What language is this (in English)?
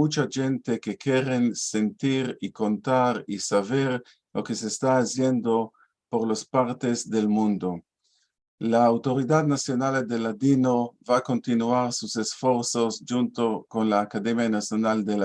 Ladino